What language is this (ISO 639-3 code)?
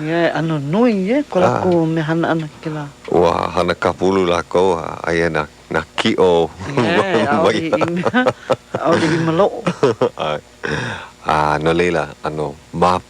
haw